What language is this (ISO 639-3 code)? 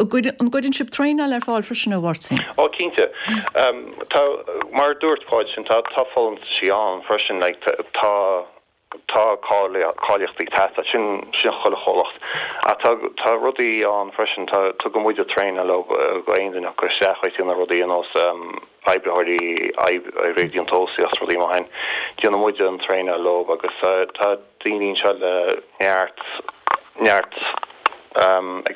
gle